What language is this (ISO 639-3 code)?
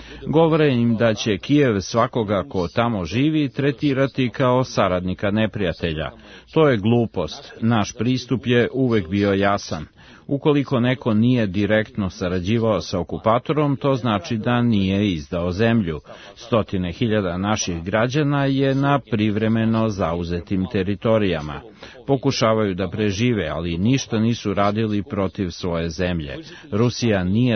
srp